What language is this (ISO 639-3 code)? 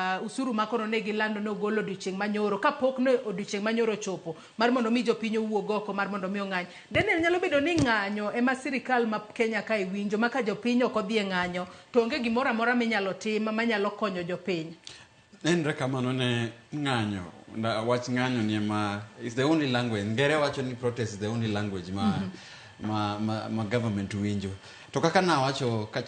luo